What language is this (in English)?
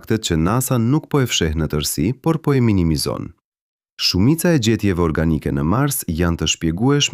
Albanian